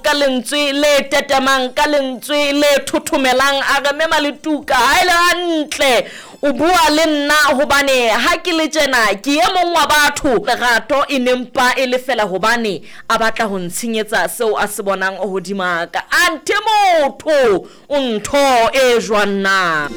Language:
Southern Sotho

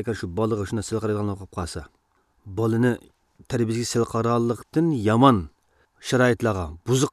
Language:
Uyghur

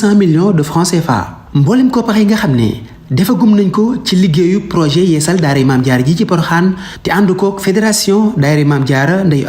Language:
Wolof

